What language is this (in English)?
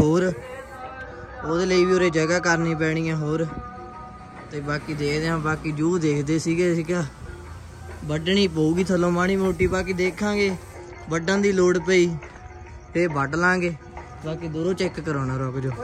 Punjabi